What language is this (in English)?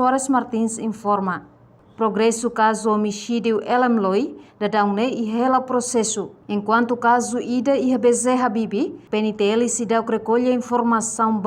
Tetum